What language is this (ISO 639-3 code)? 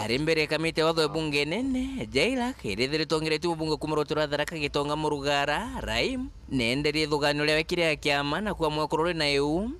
mer